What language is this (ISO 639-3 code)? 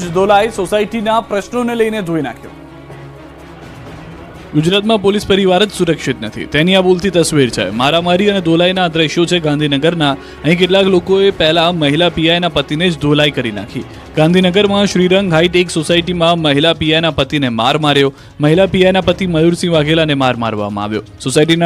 guj